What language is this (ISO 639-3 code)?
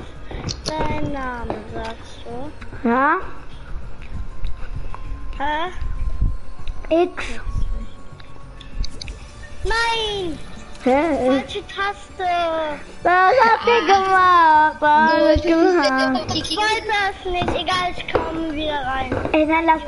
deu